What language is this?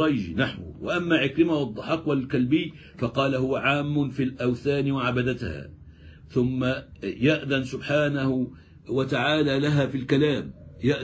Arabic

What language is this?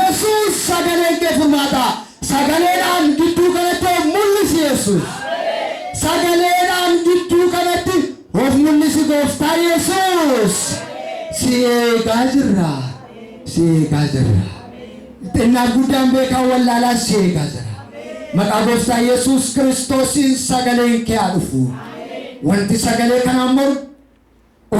Oromo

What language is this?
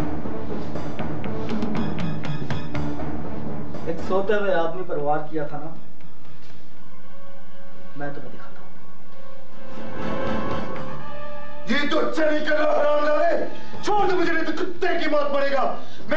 Hindi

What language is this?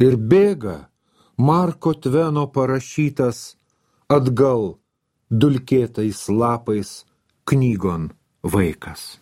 Lithuanian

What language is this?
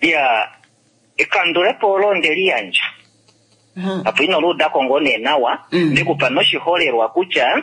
Kuanyama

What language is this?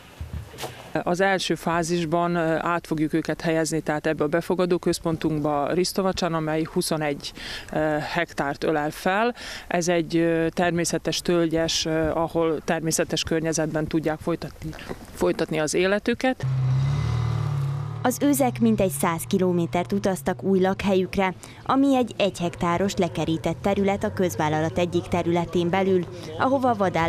Hungarian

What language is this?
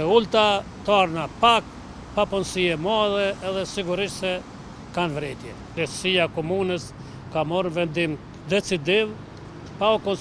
Albanian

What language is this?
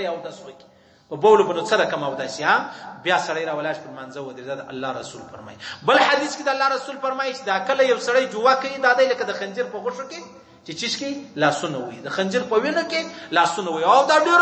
Pashto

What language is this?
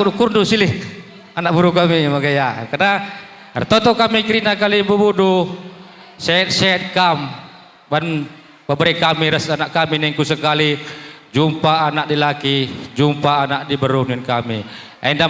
Batak Karo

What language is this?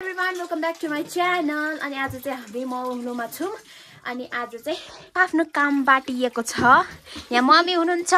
Nepali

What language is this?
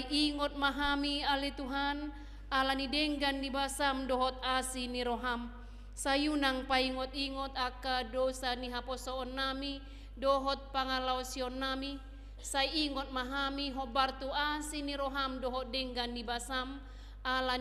Batak Toba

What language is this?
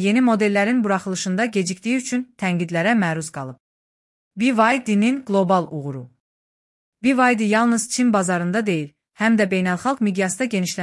Azerbaijani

